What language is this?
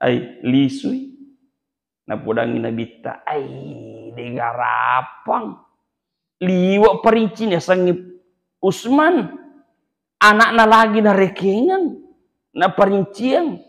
Buginese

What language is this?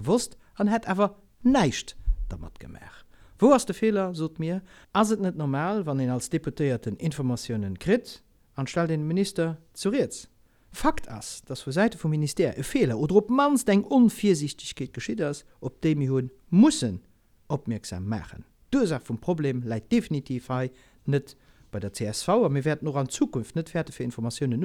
Luxembourgish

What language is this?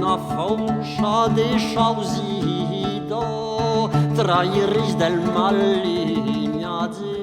Occitan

